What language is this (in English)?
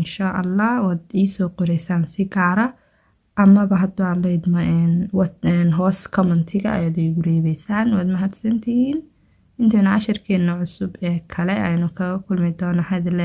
Somali